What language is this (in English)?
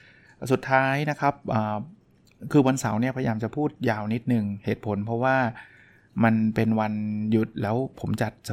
Thai